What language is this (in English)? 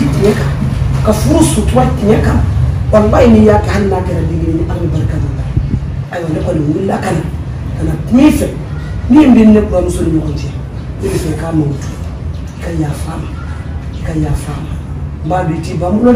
Bambara